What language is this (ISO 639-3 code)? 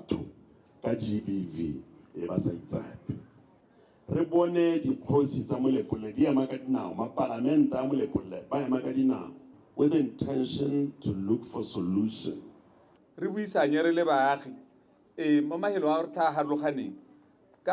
tsn